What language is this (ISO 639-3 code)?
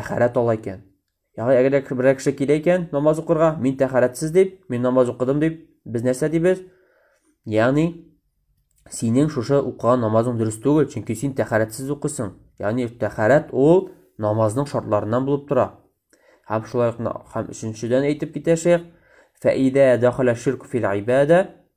tat